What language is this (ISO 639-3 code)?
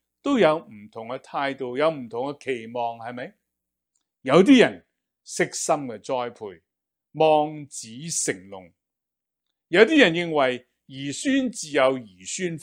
yue